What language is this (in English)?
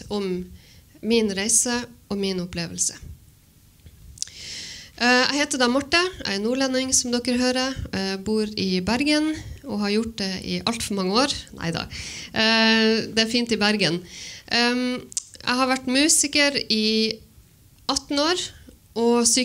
Norwegian